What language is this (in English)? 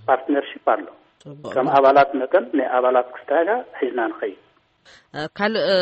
Tigrinya